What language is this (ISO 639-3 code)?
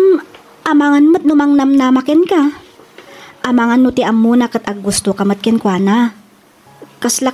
ilo